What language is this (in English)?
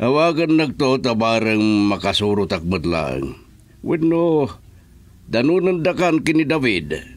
Iloko